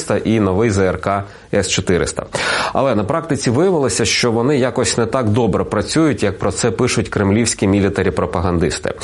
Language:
Ukrainian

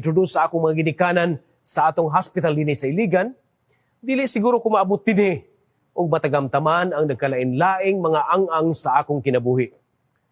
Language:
Cebuano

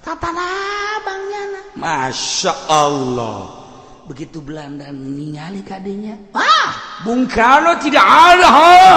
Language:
Sundanese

